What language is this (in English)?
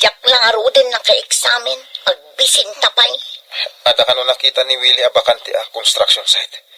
Iloko